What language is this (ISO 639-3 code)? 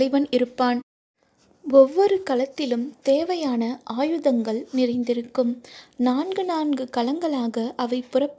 tam